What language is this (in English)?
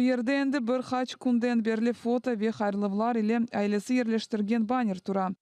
Crimean Tatar